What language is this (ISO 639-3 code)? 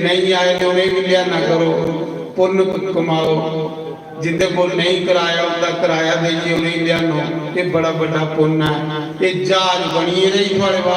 doi